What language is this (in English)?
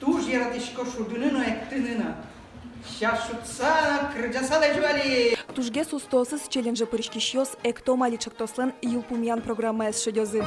Udmurt